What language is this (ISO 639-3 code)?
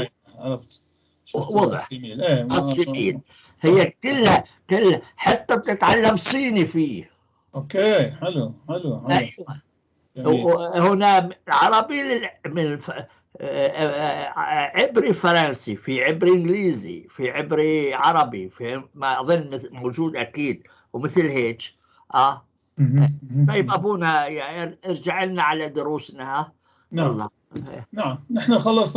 apc